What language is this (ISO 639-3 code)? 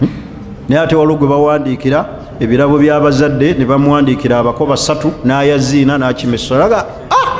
lug